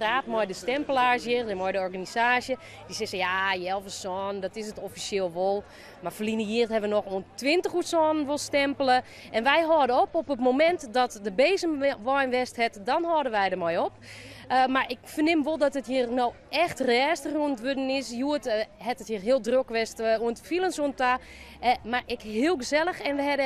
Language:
Western Frisian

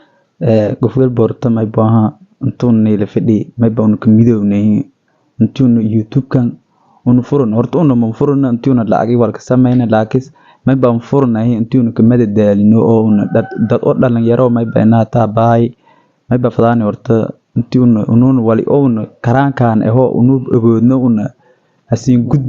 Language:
Somali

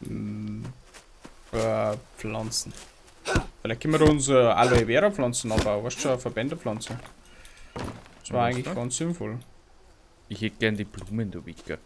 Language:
Bavarian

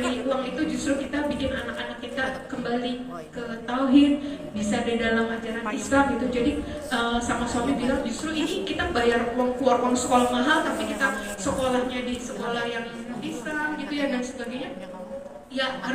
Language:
Indonesian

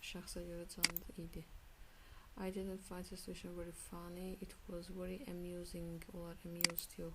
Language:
Azerbaijani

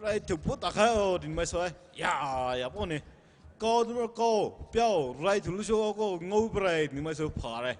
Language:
Poumei Naga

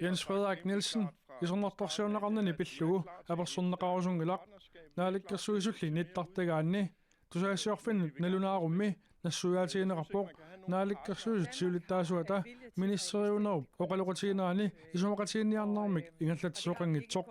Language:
Kalaallisut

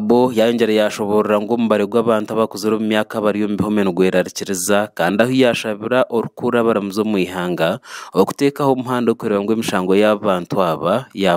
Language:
Nyankole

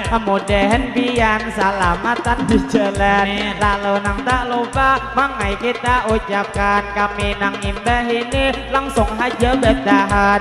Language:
Banjar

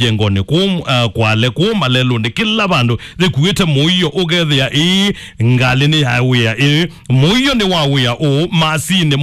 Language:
Kamba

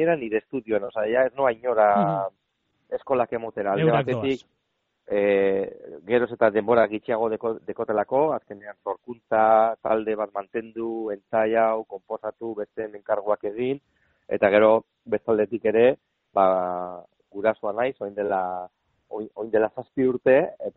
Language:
Basque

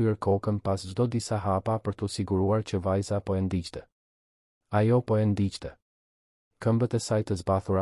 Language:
Albanian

